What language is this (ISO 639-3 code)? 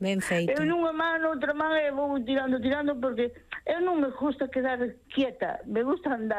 glg